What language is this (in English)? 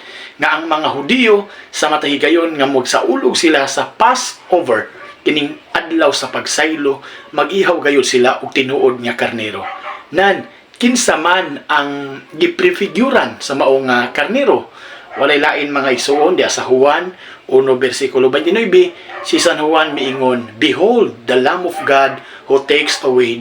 Cebuano